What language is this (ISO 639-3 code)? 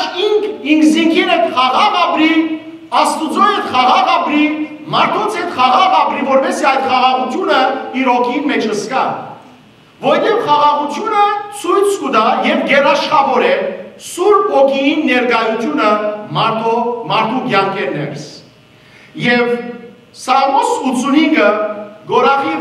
hyw